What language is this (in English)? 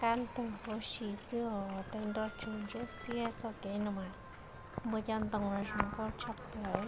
Hmong